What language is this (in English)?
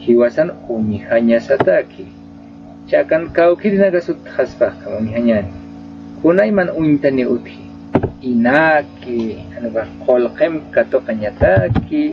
Aymara